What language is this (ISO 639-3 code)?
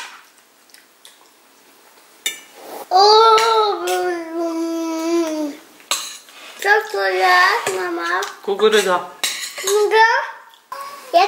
pol